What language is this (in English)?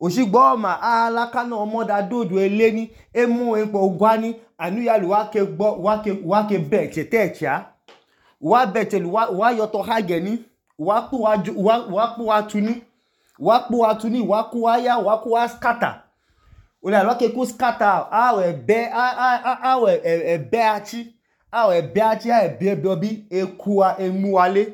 Idoma